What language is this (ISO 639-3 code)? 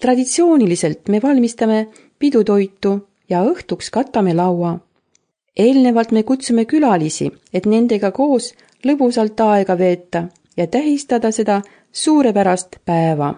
est